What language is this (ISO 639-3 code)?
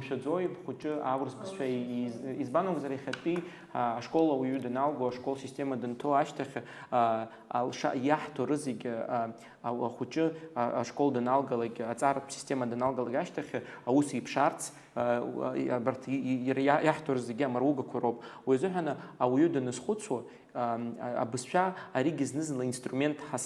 abk